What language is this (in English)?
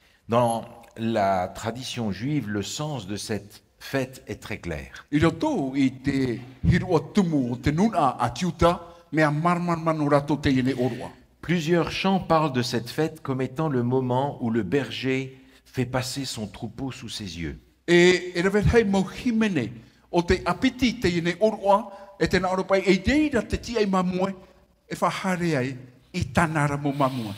Tahitian